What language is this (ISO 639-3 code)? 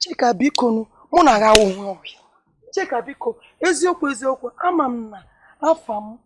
ibo